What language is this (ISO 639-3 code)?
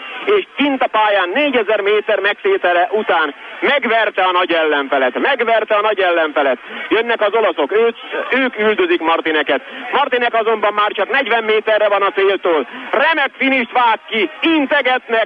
hun